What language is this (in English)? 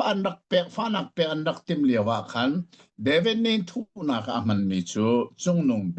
Hakha Chin